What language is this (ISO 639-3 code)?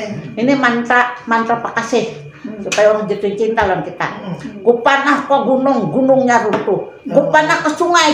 bjn